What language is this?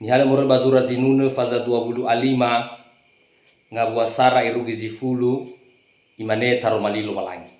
Nias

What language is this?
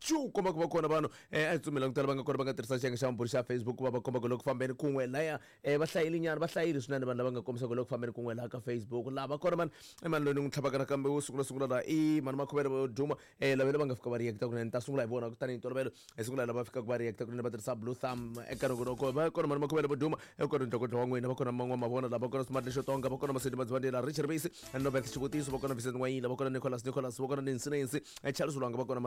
Tsonga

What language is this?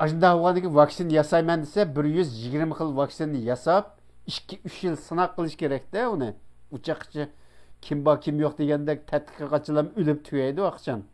Uyghur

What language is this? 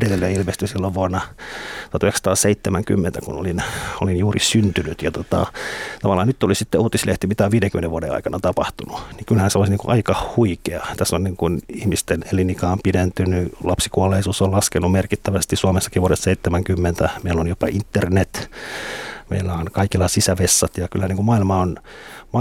Finnish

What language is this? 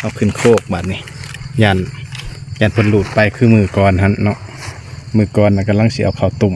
Lao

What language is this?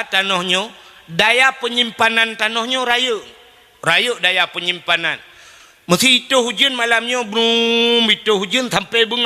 Achinese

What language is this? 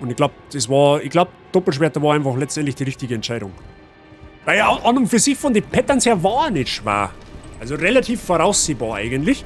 Bavarian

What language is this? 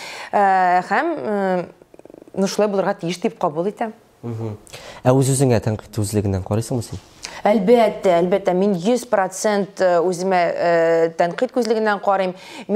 Tatar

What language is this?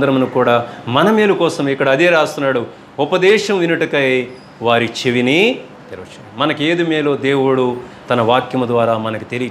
Telugu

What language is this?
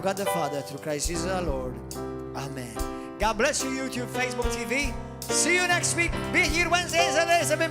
English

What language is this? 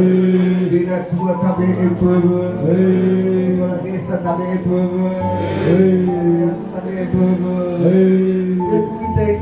Nias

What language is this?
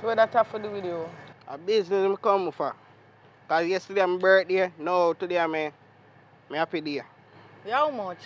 Jamaican Creole English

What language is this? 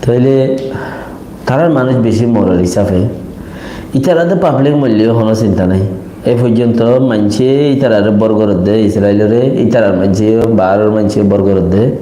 Rohingya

